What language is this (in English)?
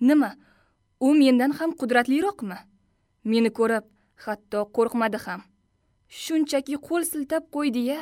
Uzbek